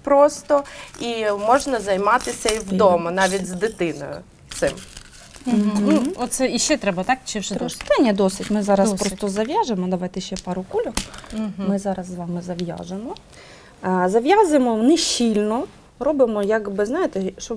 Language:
Ukrainian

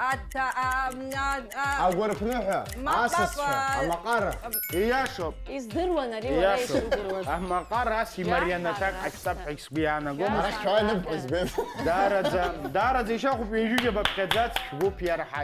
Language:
Abkhazian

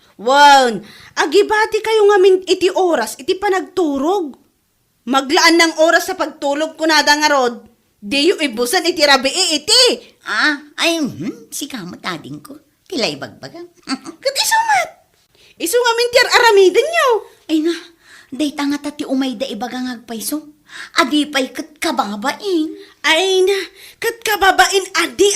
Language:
Iloko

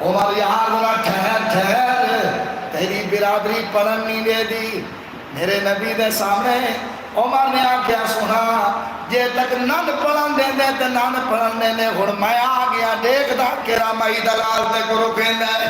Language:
Saraiki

